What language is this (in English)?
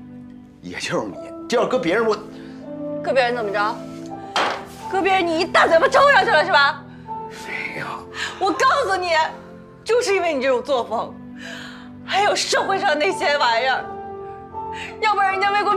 Chinese